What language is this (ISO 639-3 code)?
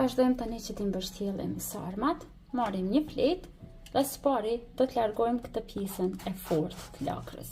sqi